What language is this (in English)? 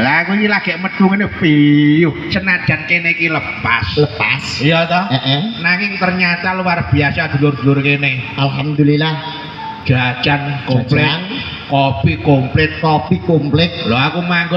Javanese